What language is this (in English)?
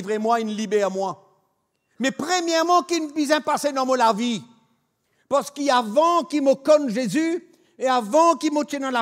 Morisyen